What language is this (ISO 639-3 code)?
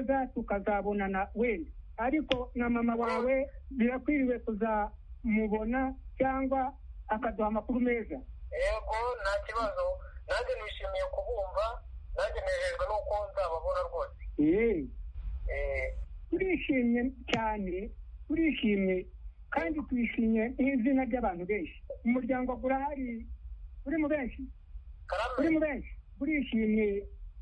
kin